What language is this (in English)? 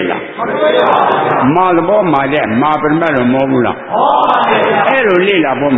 Burmese